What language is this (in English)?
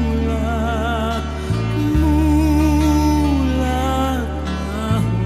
Batak Toba